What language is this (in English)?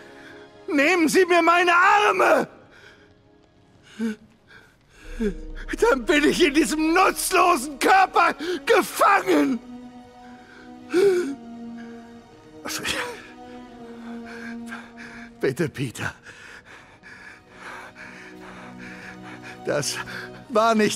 German